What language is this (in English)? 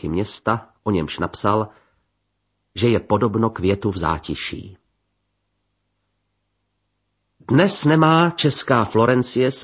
Czech